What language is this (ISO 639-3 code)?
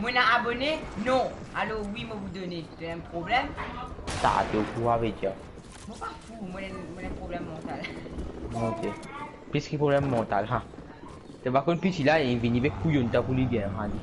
mfe